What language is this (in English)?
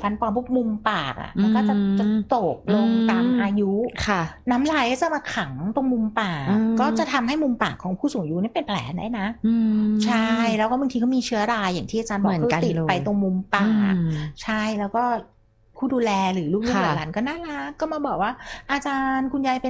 Thai